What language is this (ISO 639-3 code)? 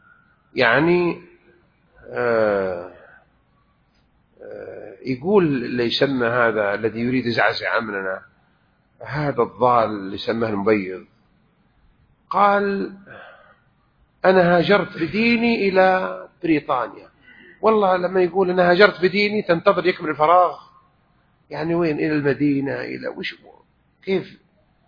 ara